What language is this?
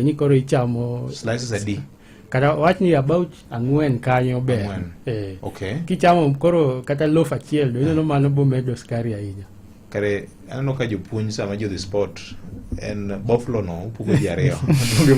Luo (Kenya and Tanzania)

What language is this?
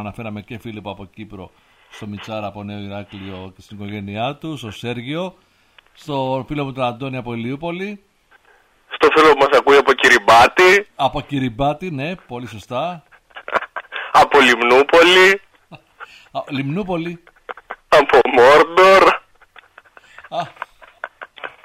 Greek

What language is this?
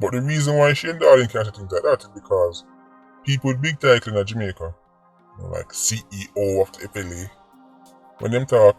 Jamaican Creole English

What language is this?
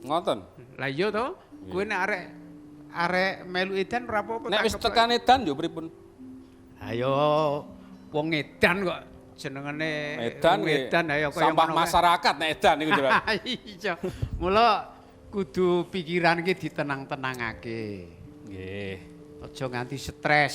Javanese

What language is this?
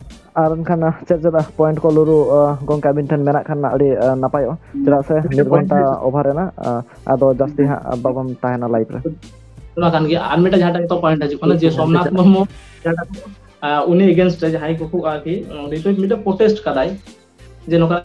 Santali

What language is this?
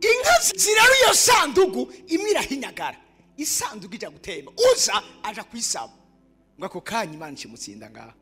Rundi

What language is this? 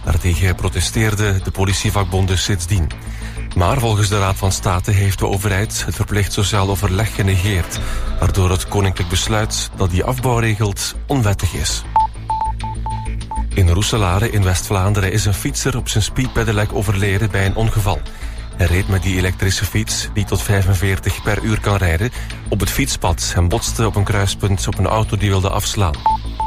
Dutch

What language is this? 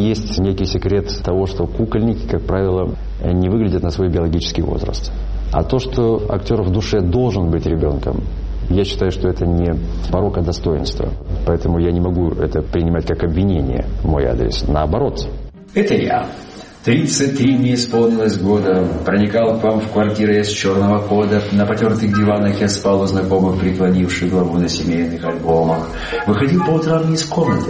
Russian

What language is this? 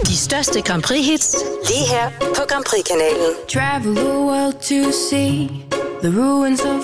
Danish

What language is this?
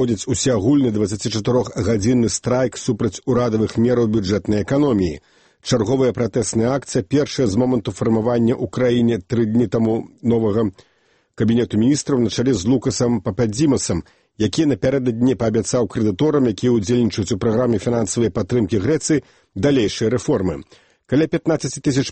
Belarusian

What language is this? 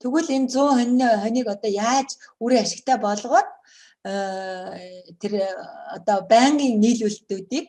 Mongolian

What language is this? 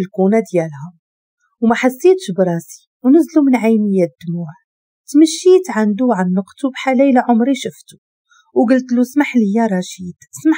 Moroccan Arabic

